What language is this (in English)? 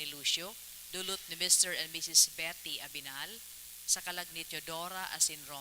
Bikol